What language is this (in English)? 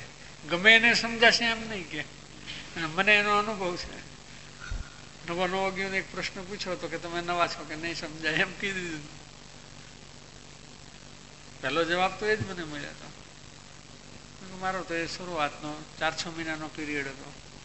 Gujarati